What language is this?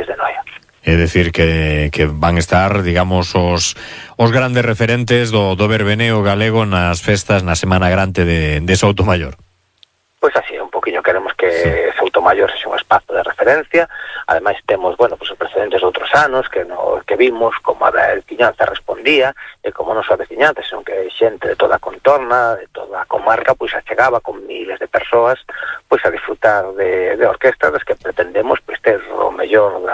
Galician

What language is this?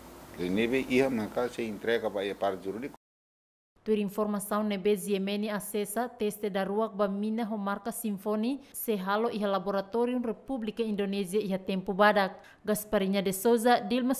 Tetum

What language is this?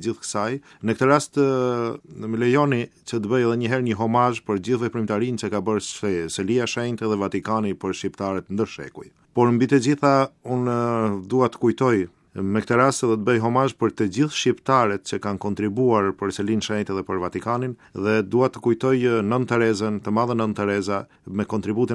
Albanian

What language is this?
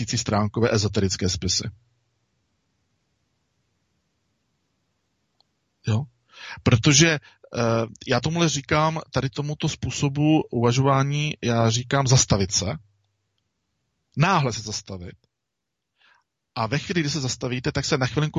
Czech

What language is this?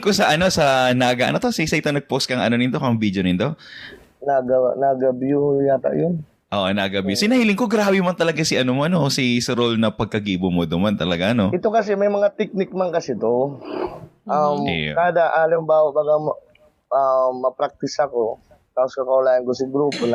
Bikol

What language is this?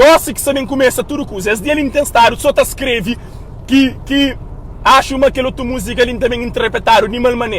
Kabuverdianu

